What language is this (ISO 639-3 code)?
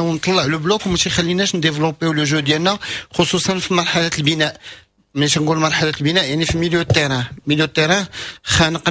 ary